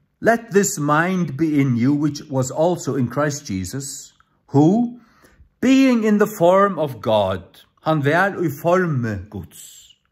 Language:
Faroese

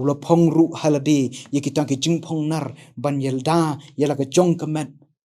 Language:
Khasi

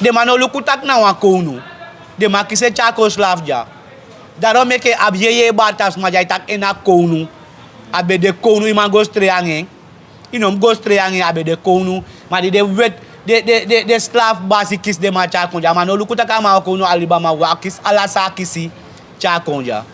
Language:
Sranan Tongo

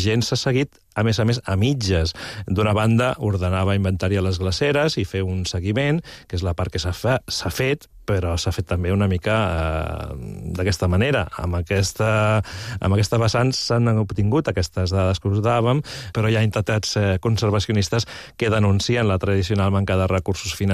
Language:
Catalan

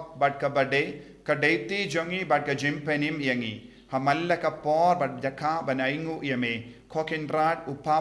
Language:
Khasi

